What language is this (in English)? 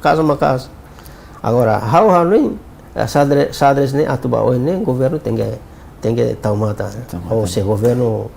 Tetum